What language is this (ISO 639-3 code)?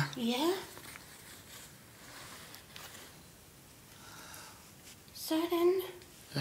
dan